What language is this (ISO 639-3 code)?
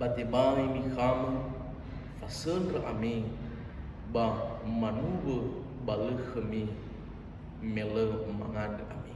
nia